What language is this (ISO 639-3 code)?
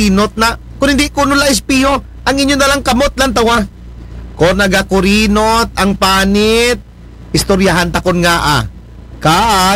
akl